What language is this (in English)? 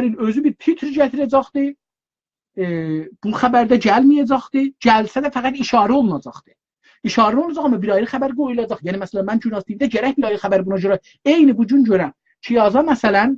South Azerbaijani